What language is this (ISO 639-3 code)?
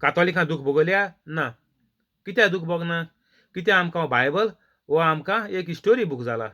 kok